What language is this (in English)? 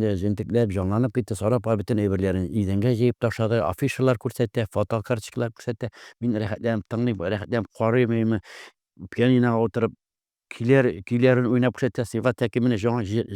Tatar